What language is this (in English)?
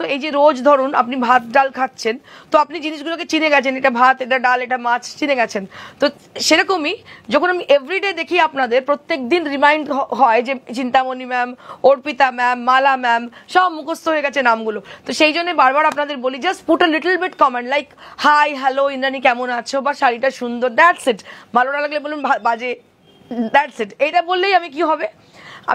Bangla